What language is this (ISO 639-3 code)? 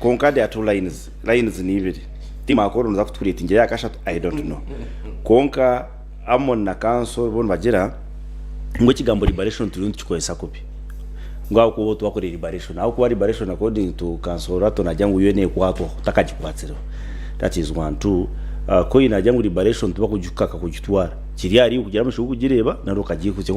nyn